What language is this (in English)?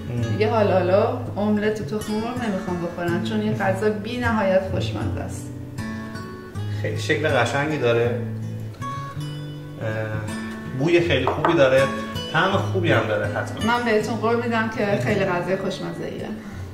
Persian